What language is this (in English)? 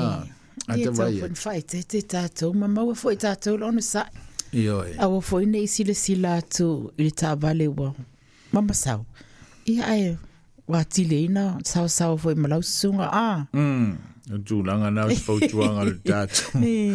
Samoan